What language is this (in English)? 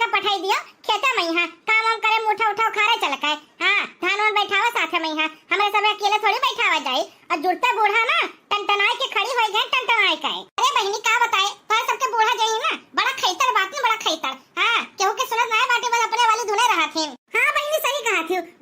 Awadhi